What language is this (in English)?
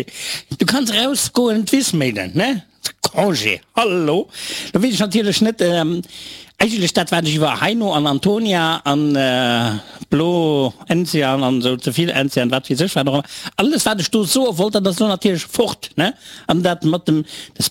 Luxembourgish